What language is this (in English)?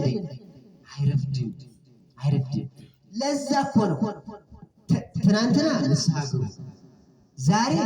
Amharic